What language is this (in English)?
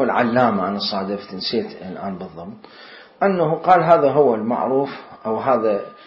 Mesopotamian Arabic